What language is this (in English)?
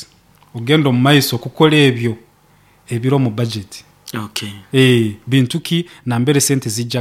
Nyoro